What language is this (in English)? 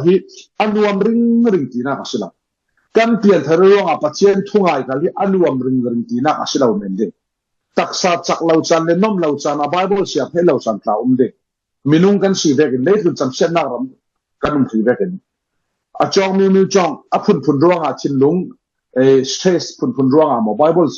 Falam Chin